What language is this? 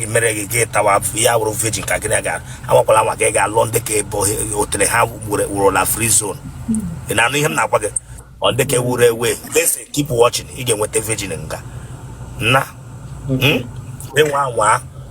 Igbo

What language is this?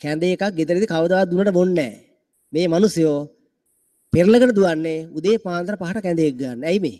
Sinhala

